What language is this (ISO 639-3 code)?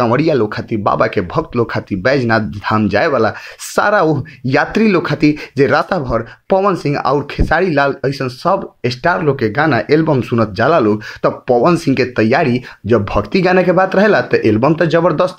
bho